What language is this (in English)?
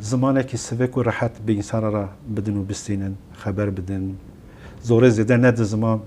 Kurdish